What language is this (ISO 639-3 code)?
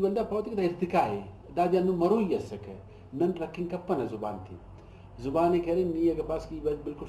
brh